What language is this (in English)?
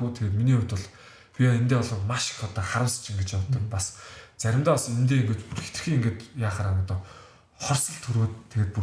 Mongolian